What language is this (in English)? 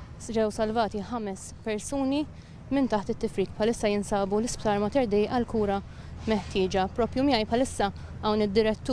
Maltese